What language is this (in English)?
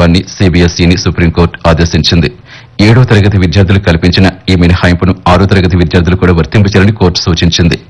Telugu